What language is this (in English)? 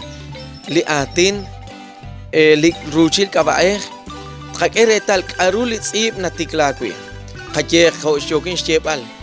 Kekchí